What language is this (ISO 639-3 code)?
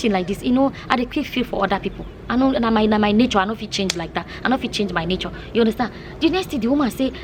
pcm